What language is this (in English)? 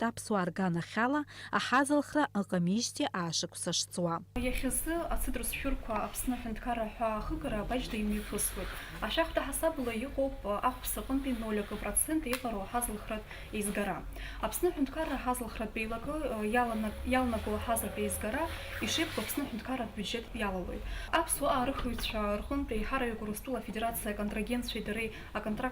Abkhazian